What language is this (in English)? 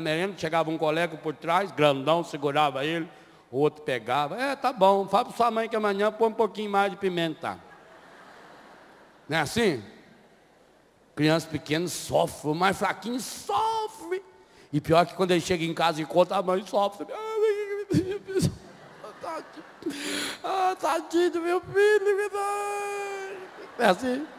Portuguese